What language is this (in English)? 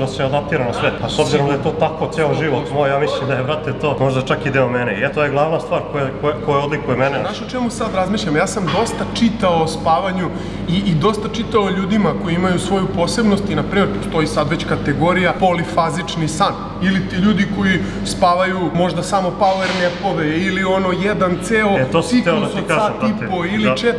Serbian